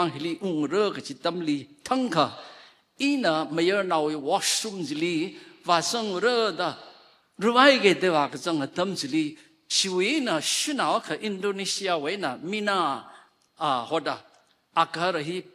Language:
Tangkhul Naga (India)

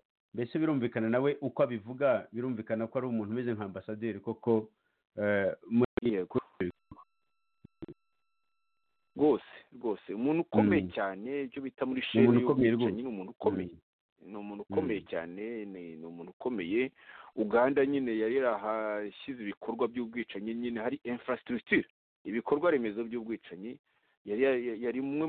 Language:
Kinyarwanda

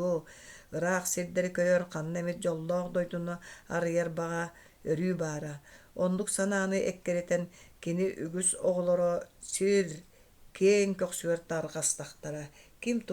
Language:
Yakut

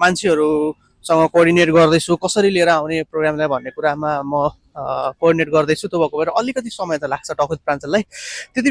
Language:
Nepali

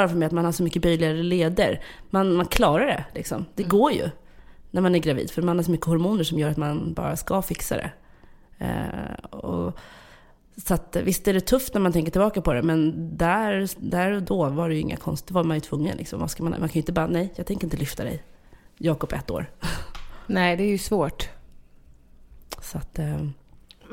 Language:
Swedish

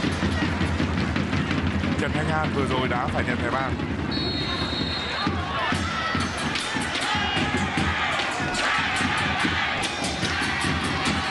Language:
Vietnamese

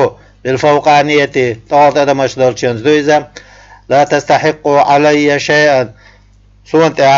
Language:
Chechen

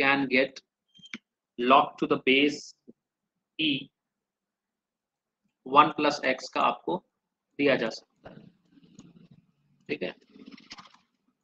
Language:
Hindi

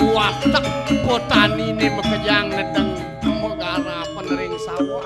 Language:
Balinese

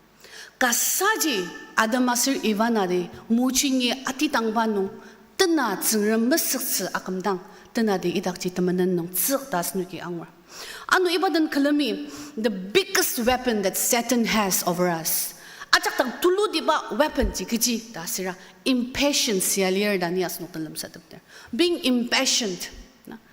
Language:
Ao Naga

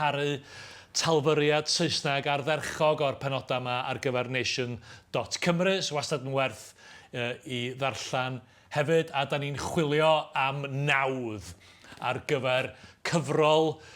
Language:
Welsh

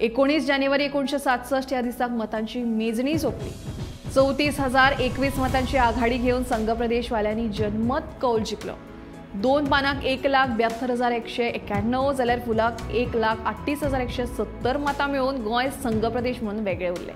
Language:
Konkani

